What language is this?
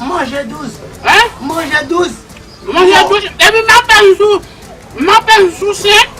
Haitian Creole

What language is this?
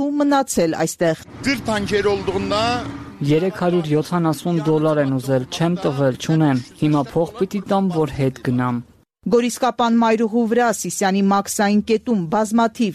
Armenian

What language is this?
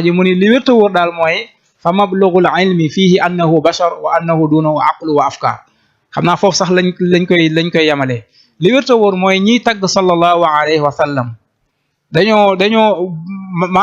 Wolof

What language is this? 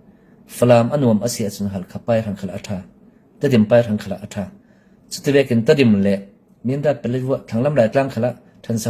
Falam Chin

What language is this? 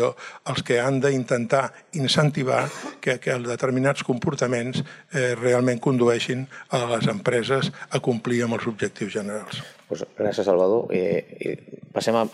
Catalan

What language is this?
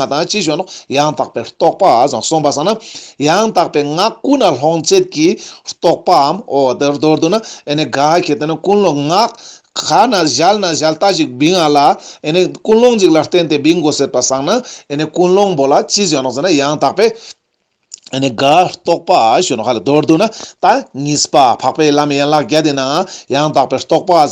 Ladakhi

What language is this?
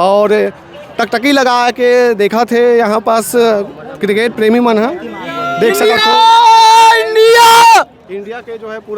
Chhattisgarhi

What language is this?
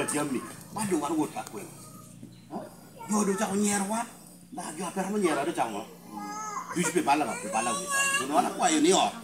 Lango (Uganda)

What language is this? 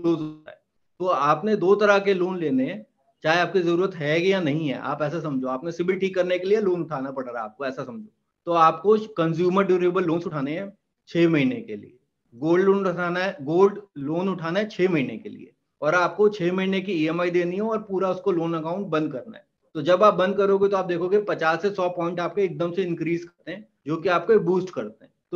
Hindi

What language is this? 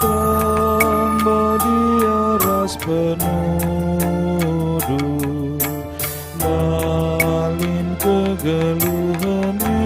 Batak Karo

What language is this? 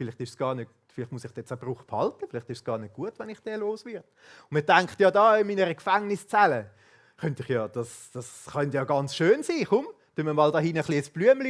Swiss German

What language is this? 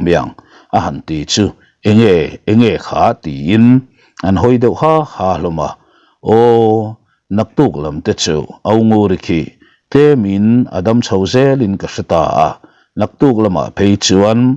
Mizo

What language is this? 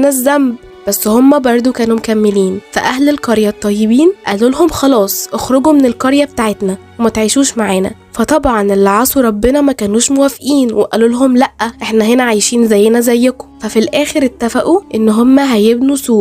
Egyptian Arabic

